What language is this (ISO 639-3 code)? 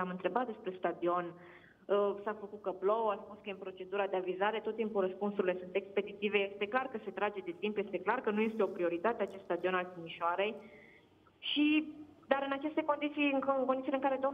ron